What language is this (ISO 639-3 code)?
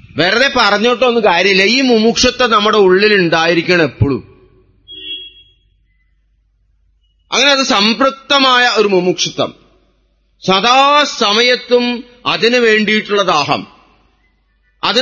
mal